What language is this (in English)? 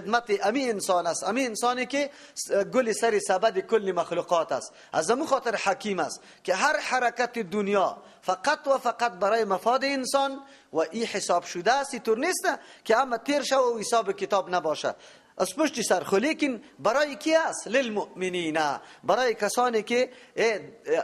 Persian